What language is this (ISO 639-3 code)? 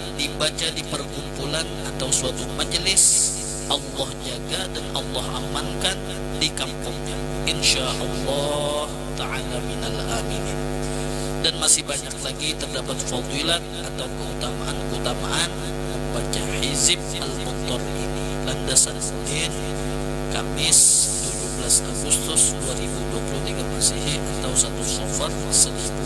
bjn